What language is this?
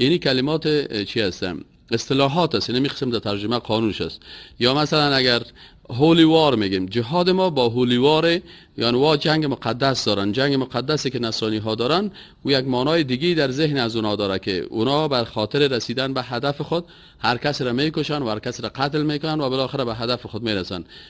Persian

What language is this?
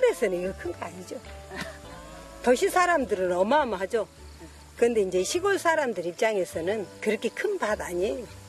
Korean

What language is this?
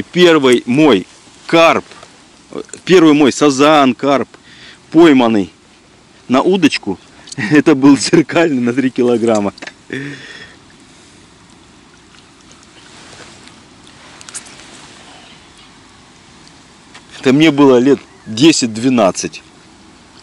Russian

